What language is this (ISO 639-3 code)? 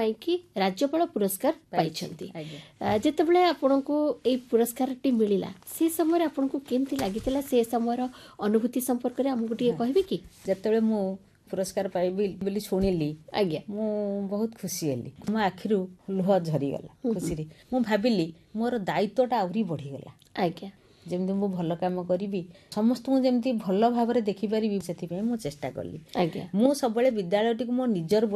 ori